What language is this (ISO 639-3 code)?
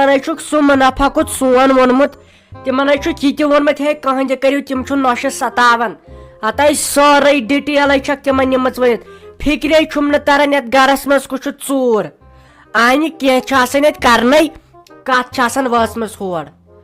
kas